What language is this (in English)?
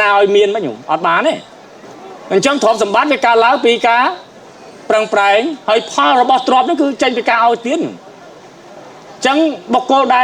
Khmer